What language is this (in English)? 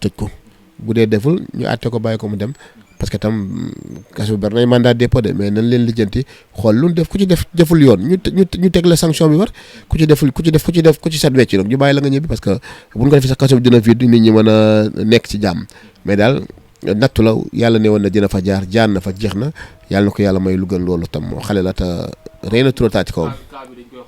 Wolof